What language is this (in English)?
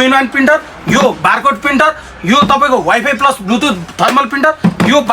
Nepali